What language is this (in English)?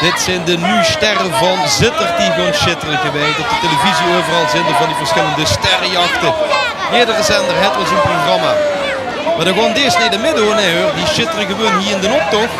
Limburgish